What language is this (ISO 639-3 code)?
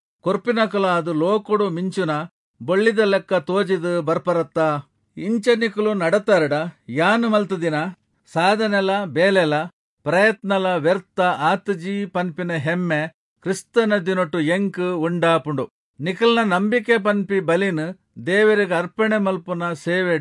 tcy